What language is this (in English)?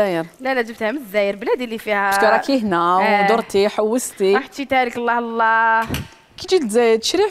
Algerian Arabic